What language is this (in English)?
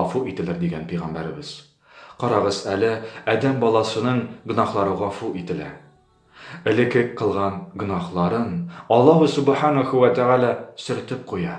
Tatar